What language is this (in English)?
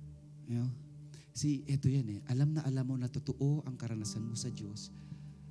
Filipino